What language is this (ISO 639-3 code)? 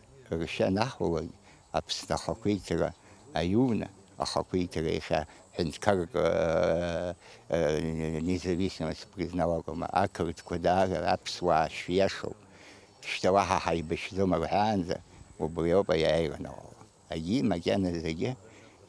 abk